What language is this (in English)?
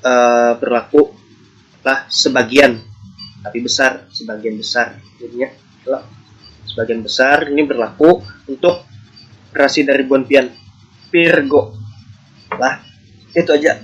Banjar